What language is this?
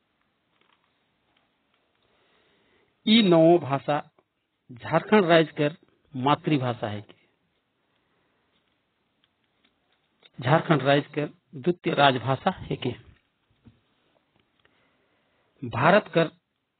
Sadri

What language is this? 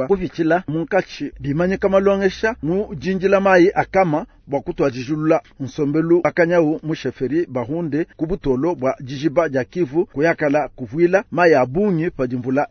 Luba-Lulua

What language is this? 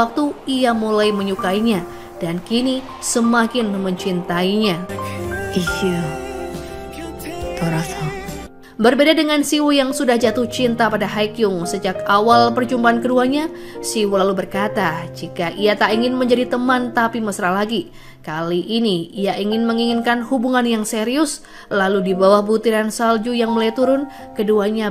Indonesian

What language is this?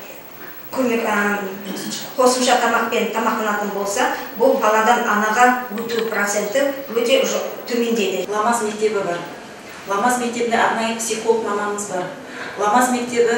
Kazakh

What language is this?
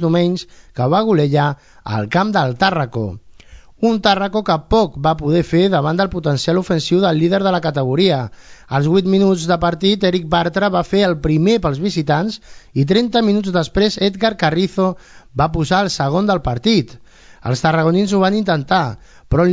Catalan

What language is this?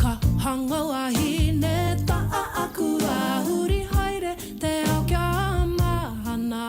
Māori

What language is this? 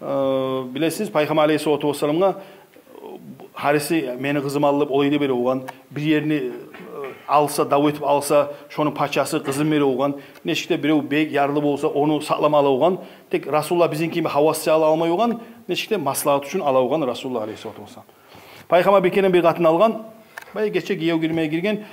Kumyk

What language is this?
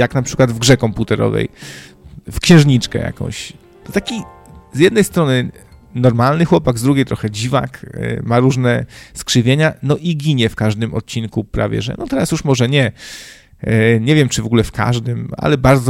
Polish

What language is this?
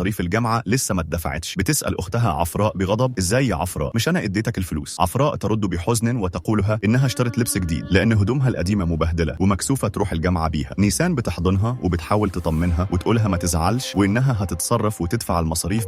Egyptian Arabic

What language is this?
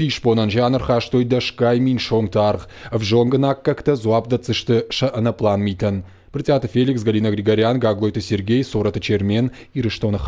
Ossetic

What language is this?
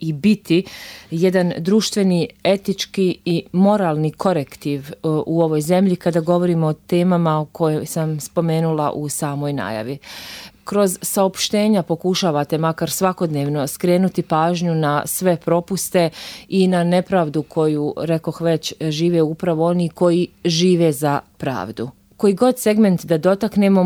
Bosnian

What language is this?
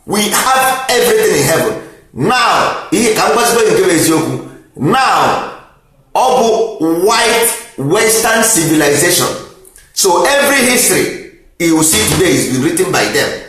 Igbo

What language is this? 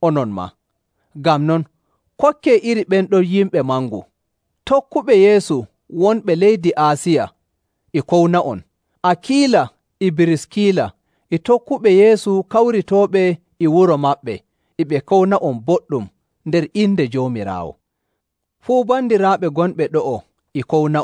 Nigerian Fulfulde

